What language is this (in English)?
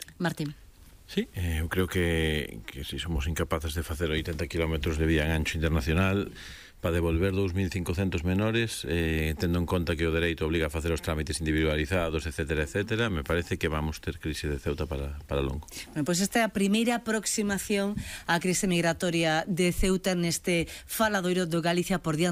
Galician